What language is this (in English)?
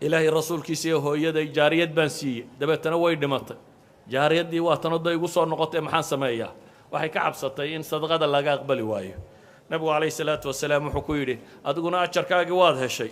Somali